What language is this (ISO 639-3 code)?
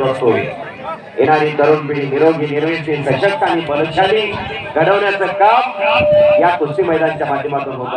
mar